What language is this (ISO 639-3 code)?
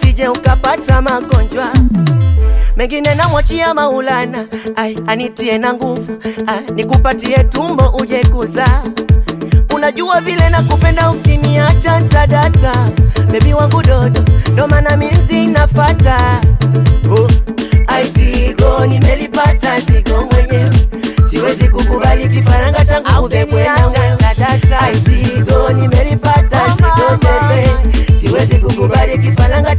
swa